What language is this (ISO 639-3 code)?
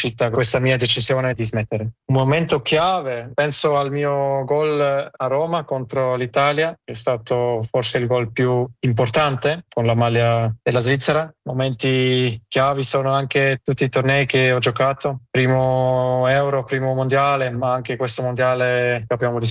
ita